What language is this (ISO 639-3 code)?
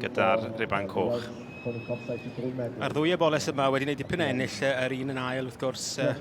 cym